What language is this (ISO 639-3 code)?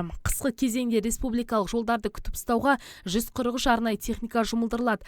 kaz